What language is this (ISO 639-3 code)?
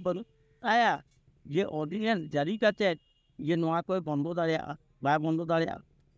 sat